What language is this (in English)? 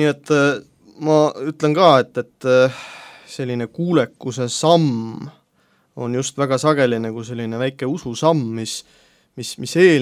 Estonian